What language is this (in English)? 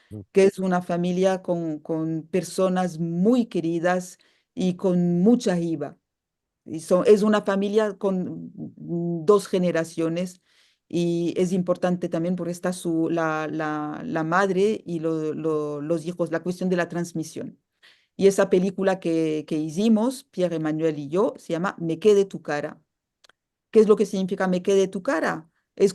Ladino